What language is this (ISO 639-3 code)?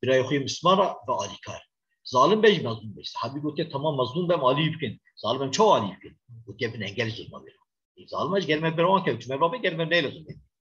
kur